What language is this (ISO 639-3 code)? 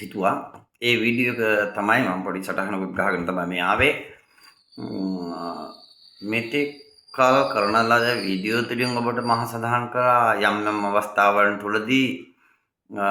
sin